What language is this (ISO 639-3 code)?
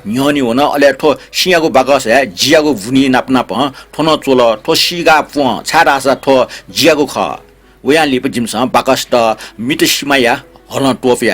new